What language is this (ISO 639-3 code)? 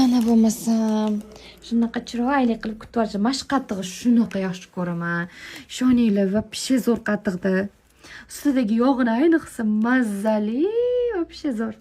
uzb